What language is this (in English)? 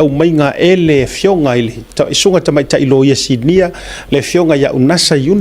Samoan